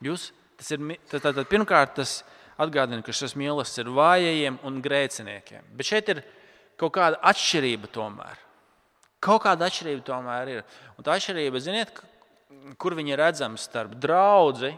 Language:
Latvian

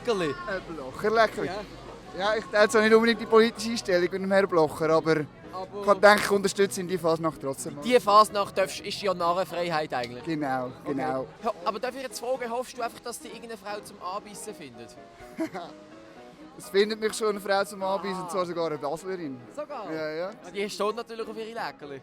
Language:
Swiss German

